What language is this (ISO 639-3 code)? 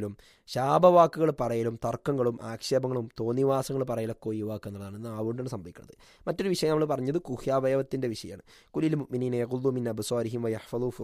mal